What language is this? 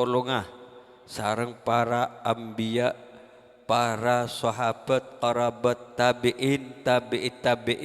Madurese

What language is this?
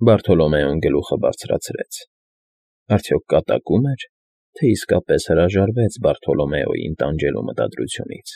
Armenian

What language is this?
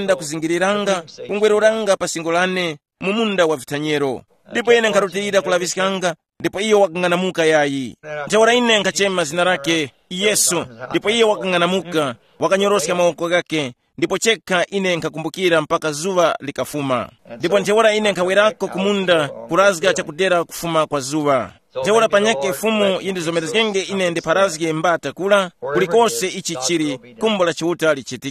Tumbuka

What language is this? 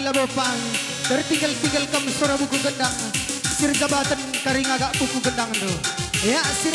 Batak Karo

